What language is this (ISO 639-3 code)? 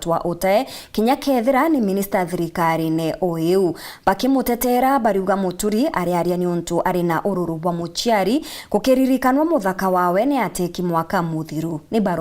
mer